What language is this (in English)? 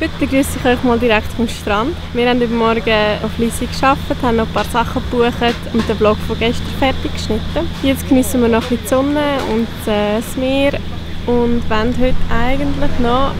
Swiss German